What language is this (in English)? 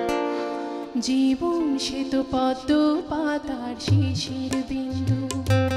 Bangla